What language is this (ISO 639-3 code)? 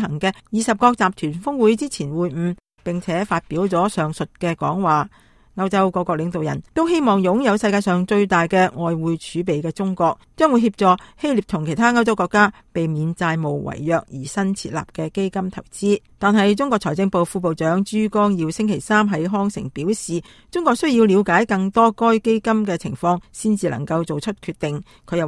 yue